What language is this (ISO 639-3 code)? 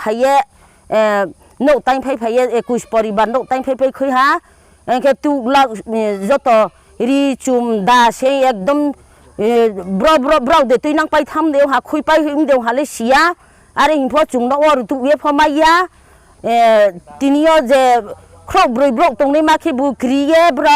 ria